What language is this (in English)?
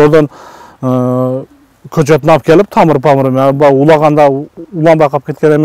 Kyrgyz